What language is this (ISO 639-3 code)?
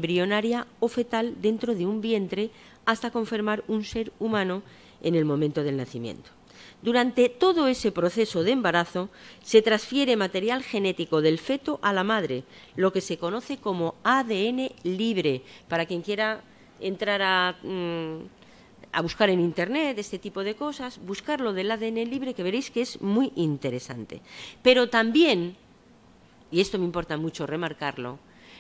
spa